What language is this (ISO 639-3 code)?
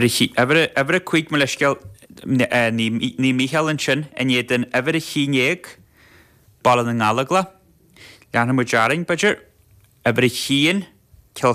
gle